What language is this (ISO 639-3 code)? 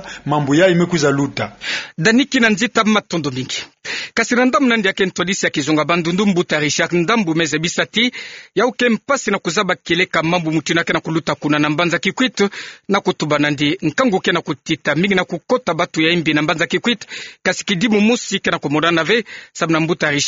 ktu